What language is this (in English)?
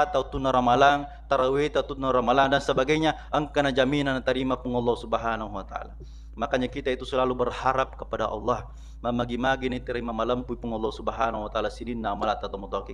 Buginese